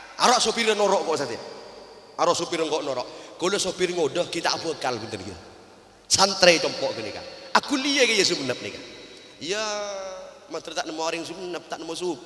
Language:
Madurese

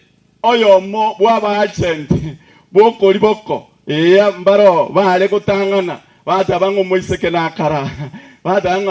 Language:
Gusii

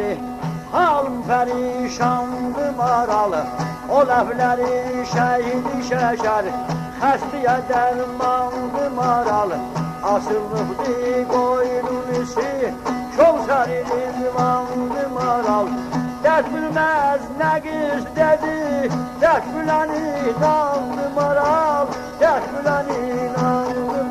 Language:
South Azerbaijani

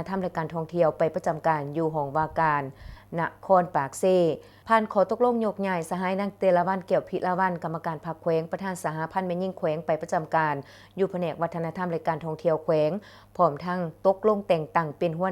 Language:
Lao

